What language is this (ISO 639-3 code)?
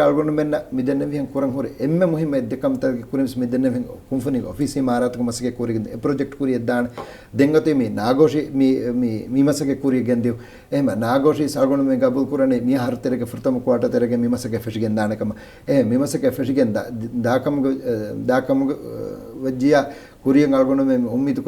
div